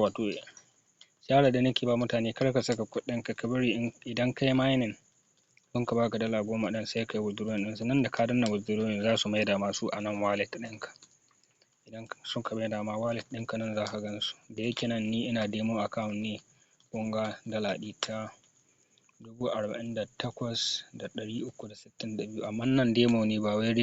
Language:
Hausa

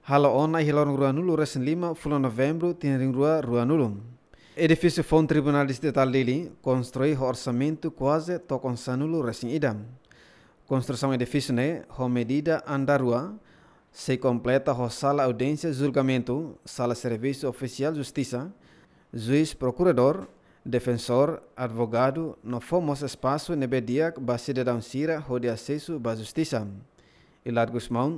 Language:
Tetum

